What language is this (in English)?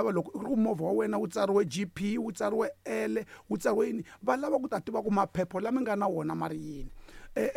Tsonga